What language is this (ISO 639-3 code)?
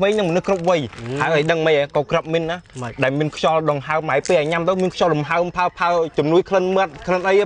khm